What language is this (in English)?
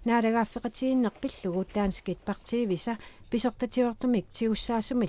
Kalaallisut